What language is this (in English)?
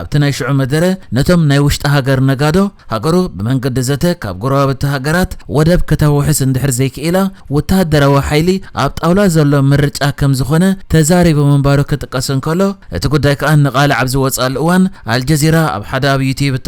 Tigrinya